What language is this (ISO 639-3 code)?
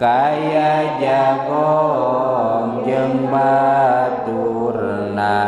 sun